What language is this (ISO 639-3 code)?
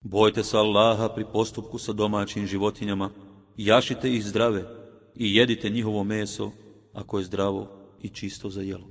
bos